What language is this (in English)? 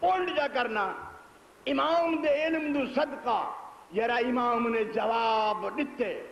Saraiki